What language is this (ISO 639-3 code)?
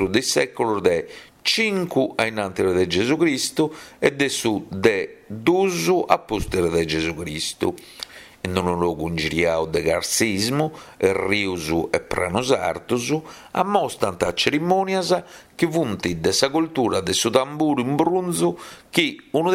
srd